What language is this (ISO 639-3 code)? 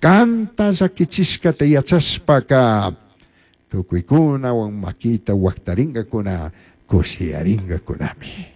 qug